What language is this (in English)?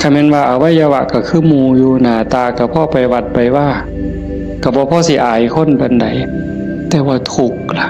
Northeastern Thai